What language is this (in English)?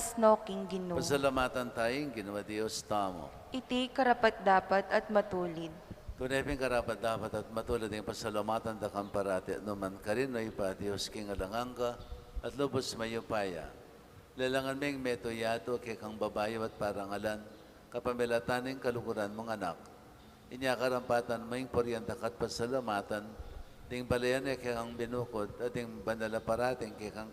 Pampanga